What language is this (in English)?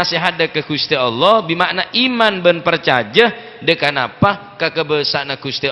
Madurese